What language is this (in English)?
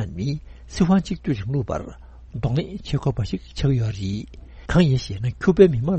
Tibetan